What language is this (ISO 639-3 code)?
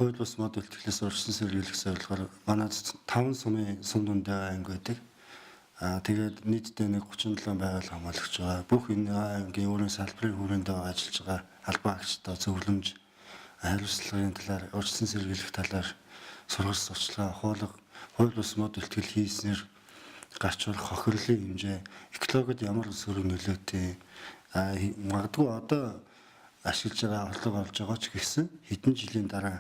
mon